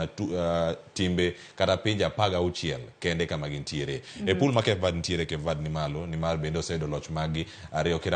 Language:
Luo (Kenya and Tanzania)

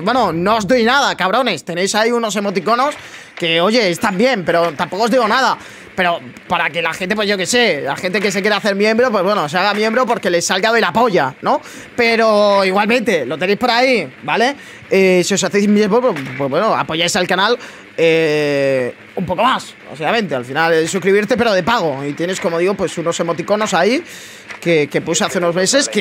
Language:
Spanish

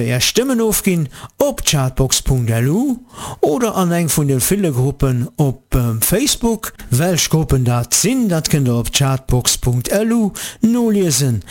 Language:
Luxembourgish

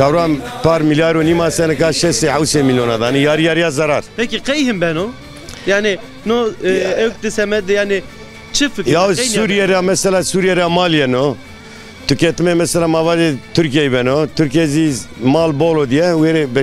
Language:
Zaza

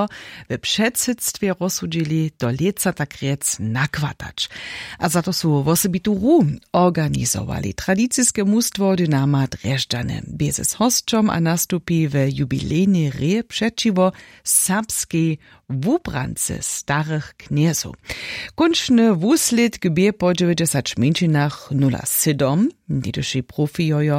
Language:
Upper Sorbian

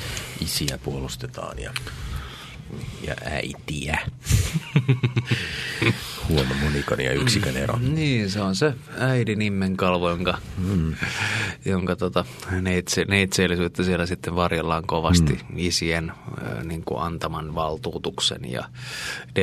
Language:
Finnish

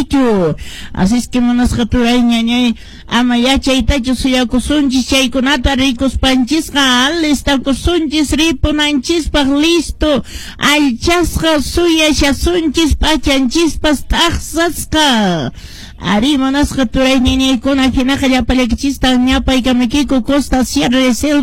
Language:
Quechua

